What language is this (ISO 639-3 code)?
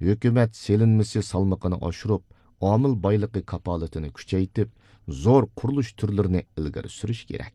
uig